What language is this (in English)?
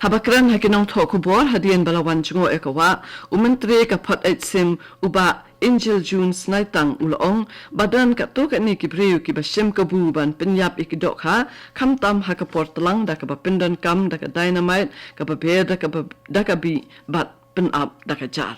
Khasi